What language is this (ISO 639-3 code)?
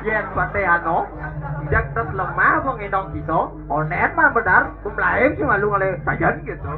ban